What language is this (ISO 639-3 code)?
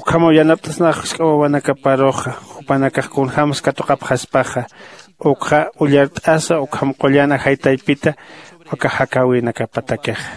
aym